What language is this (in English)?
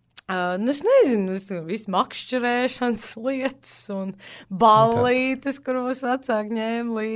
Latvian